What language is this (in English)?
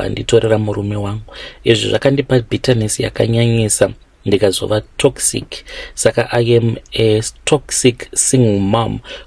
Shona